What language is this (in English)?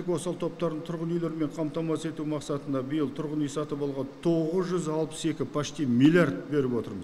Kazakh